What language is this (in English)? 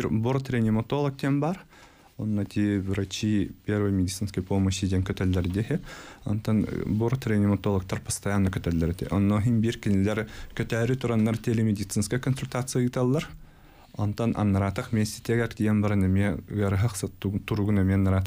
Yakut